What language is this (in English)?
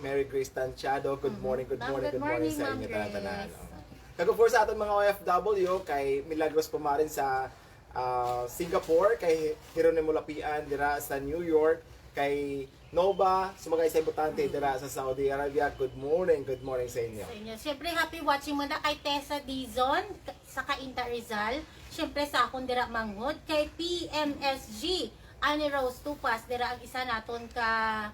Hiligaynon